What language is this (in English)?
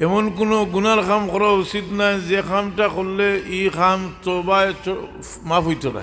Sylheti